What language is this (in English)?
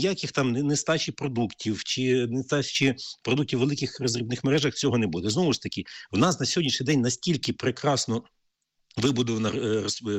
Ukrainian